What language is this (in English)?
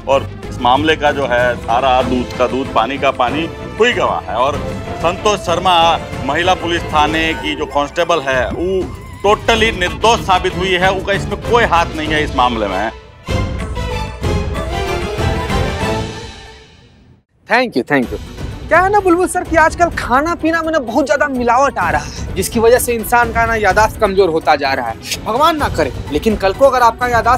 Hindi